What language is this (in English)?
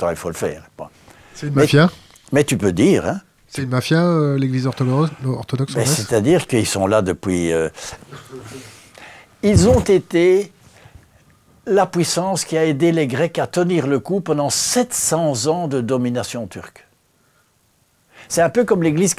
French